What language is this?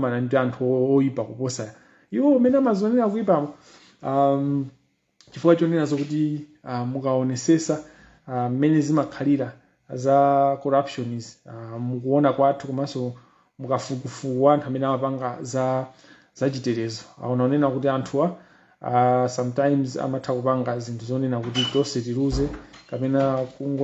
Nyanja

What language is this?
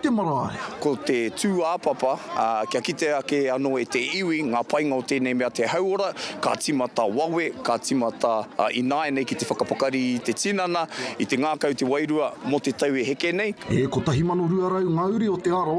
Māori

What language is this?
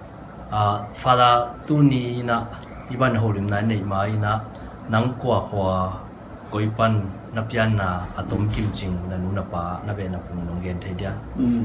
Tedim Chin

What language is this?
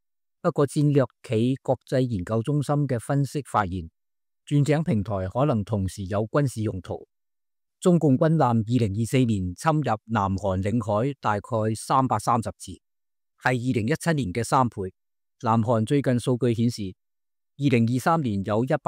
Cantonese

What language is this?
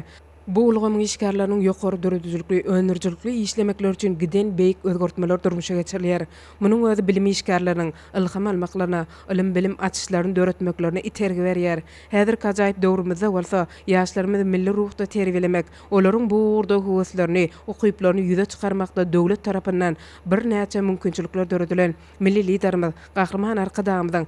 Turkmen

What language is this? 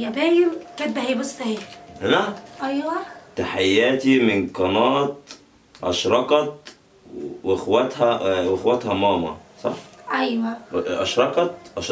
Egyptian Arabic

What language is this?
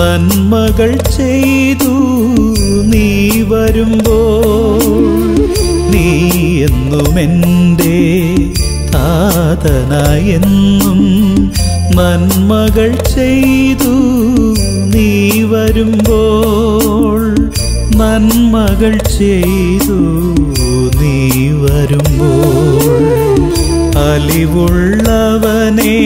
Malayalam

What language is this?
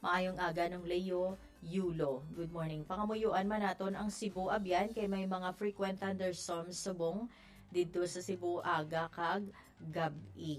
Hiligaynon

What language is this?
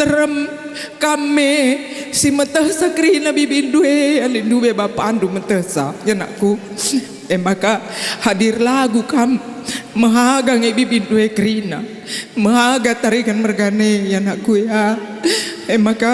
Batak Karo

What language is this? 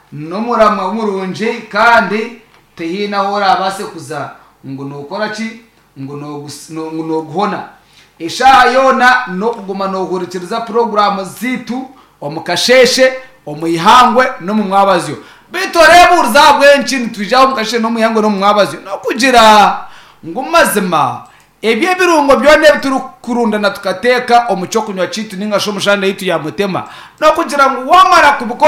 Nyankole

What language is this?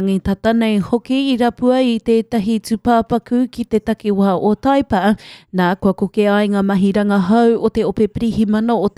Māori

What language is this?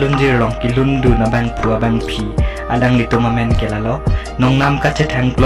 Karbi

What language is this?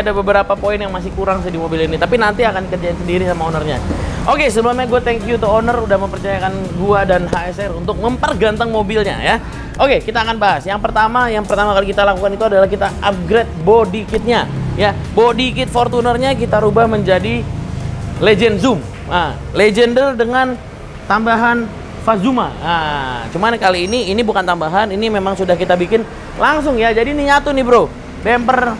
Indonesian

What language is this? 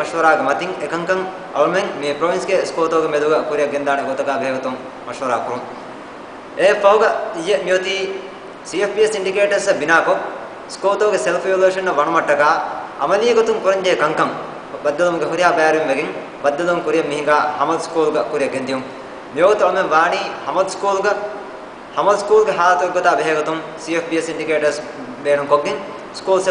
Divehi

